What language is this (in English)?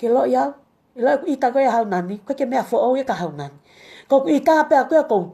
Tongan